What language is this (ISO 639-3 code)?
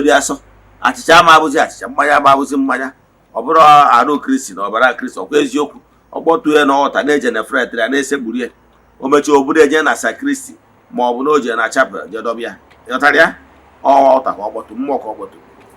ibo